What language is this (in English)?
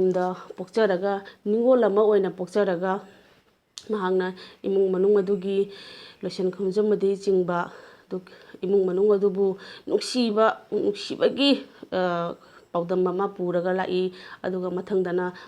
Manipuri